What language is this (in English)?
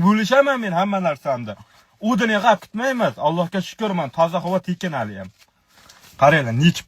Uzbek